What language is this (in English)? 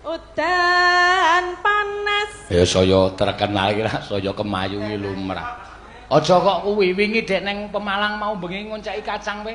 Javanese